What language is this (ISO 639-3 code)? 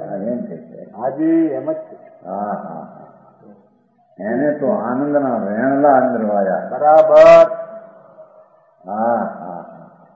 guj